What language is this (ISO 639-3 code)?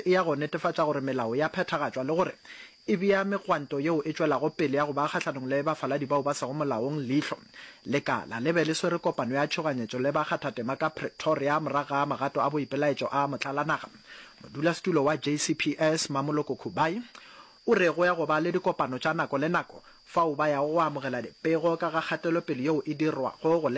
nso